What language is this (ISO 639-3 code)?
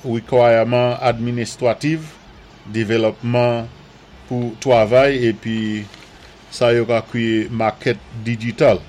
acf